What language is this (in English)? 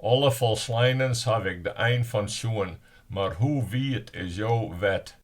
Western Frisian